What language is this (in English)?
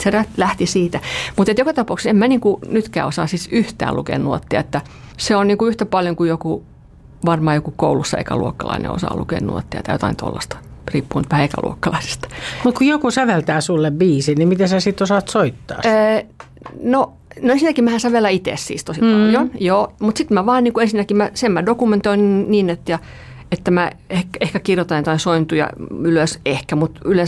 Finnish